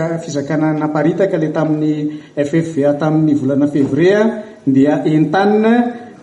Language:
Malagasy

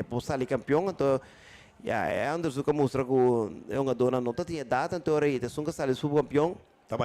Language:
Papiamento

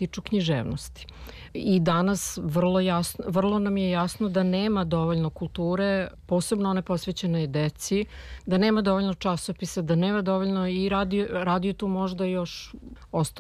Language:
Serbian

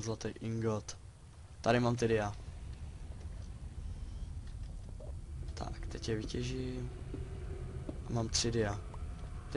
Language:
Czech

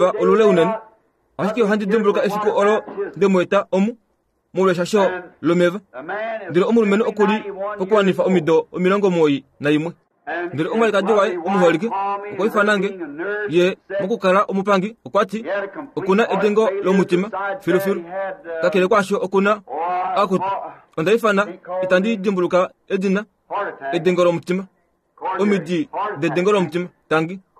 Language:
Kuanyama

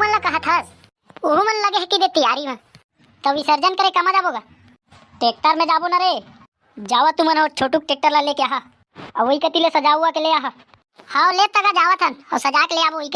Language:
Chhattisgarhi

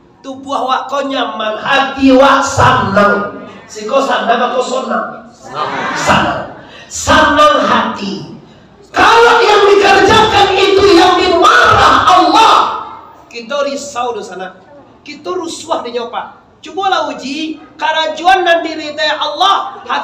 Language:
Minangkabau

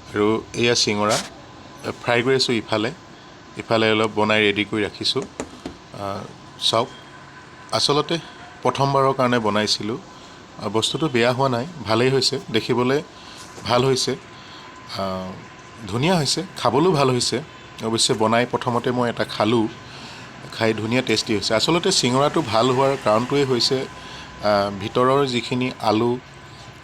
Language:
Assamese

